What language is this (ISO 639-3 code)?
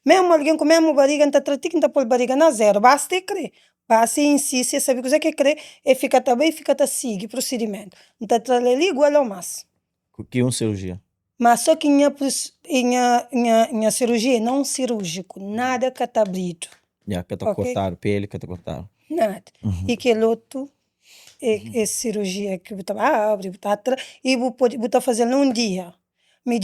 kea